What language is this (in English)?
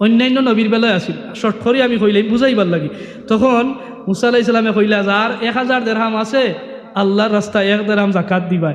Sylheti